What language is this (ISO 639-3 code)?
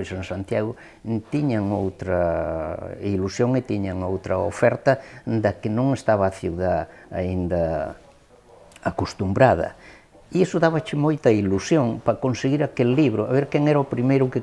glg